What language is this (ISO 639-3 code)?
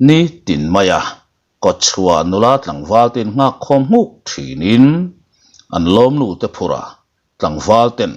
lus